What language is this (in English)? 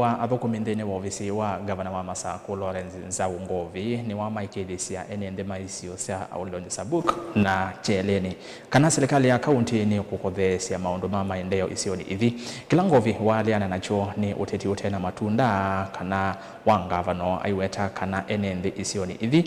Kamba